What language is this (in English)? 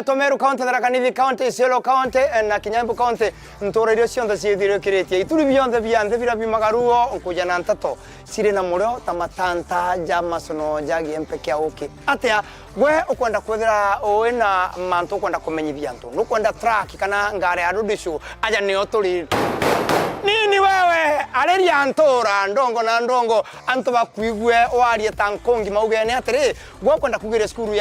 Meru